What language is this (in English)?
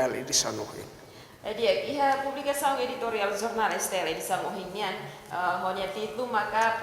Tetum